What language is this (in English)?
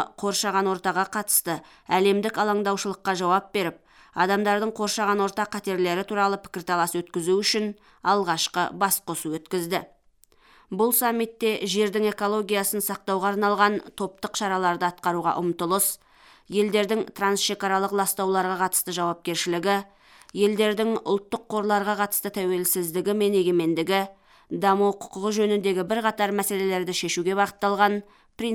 Kazakh